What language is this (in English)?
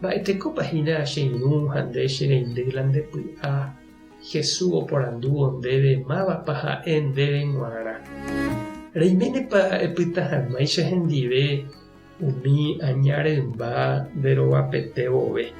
Guarani